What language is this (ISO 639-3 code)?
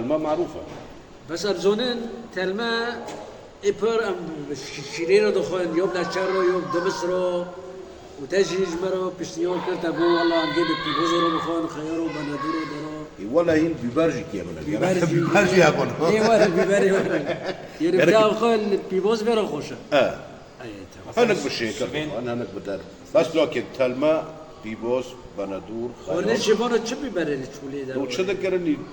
kur